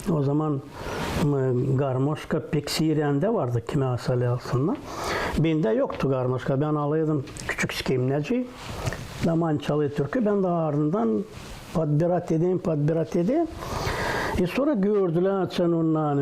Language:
Gagauz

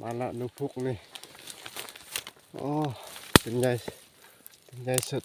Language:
Lao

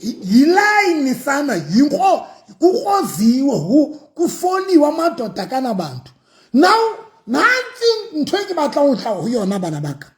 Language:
Southern Sotho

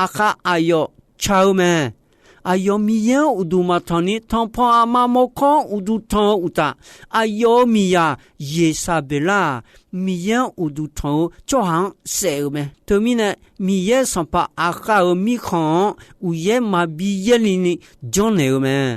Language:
Akha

